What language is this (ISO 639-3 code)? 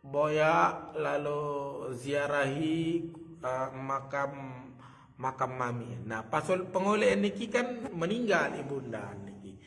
sas